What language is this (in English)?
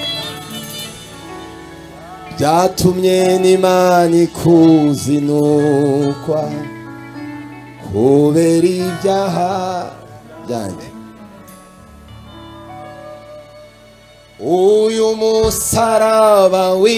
Kinyarwanda